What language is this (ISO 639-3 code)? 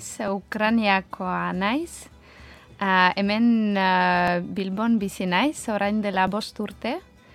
eus